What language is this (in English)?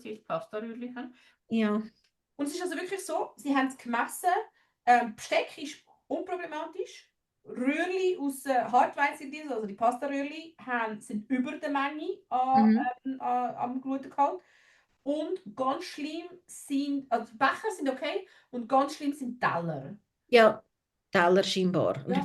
Swiss German